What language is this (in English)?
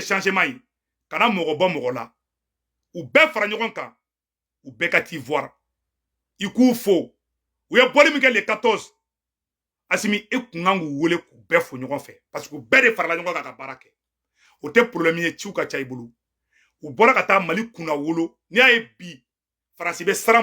Bambara